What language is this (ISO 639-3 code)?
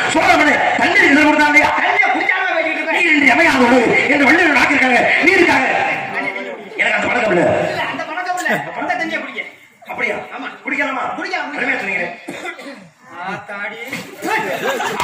tam